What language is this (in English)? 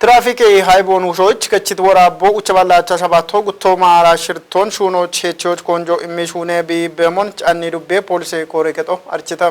Kafa